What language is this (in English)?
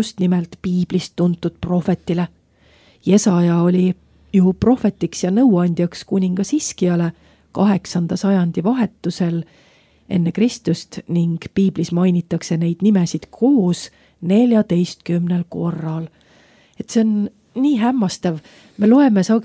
Estonian